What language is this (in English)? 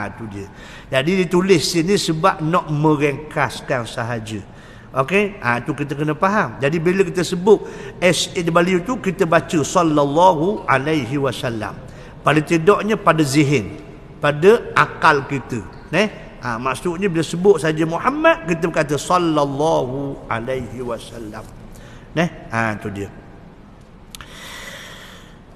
Malay